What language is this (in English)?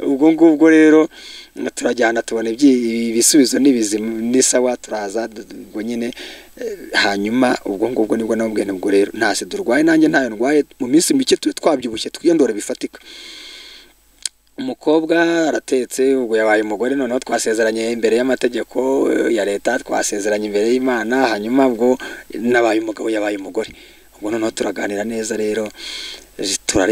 Kinyarwanda